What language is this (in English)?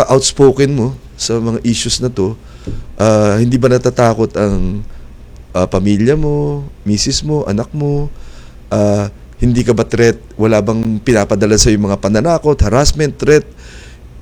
Filipino